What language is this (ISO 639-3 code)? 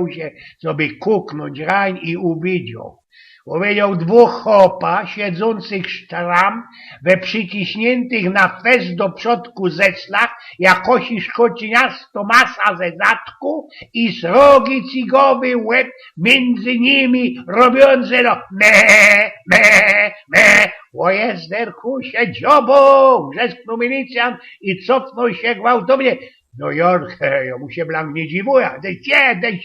szl